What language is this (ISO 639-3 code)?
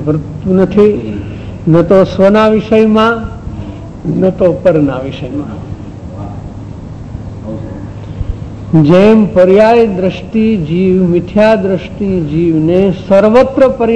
guj